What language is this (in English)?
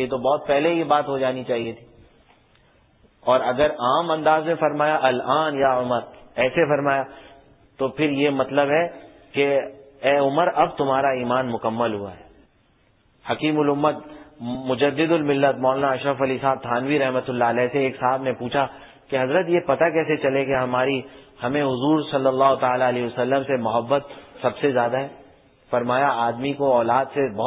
Urdu